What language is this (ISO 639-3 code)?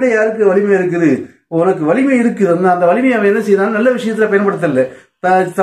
tam